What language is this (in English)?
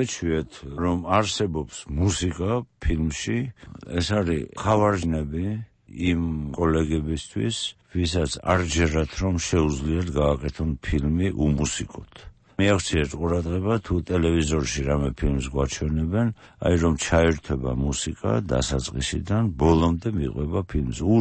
Georgian